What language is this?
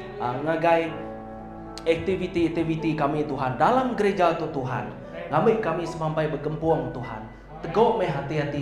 Iban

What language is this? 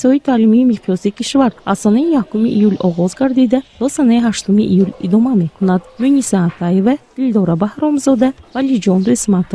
Tajik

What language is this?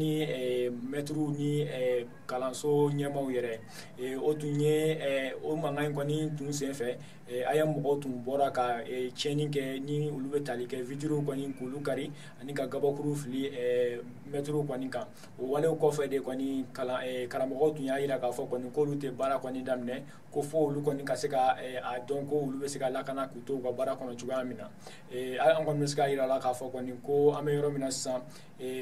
Bambara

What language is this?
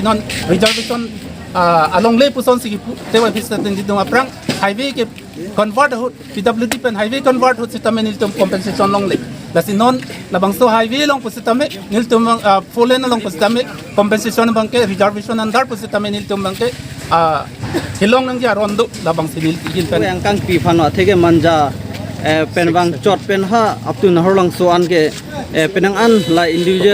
Karbi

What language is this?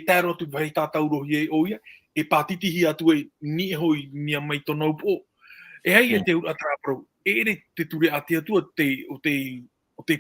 Tahitian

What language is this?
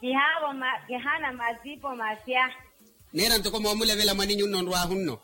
Makhuwa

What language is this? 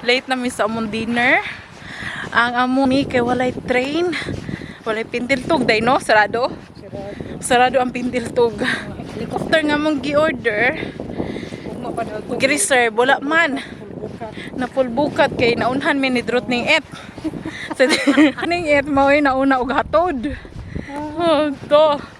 Cebuano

